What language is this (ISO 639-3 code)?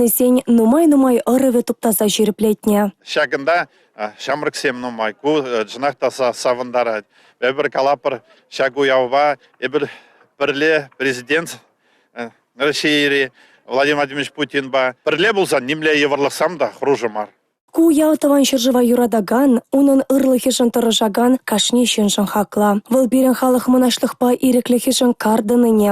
chv